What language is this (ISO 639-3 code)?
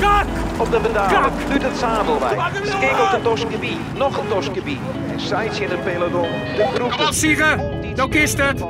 fry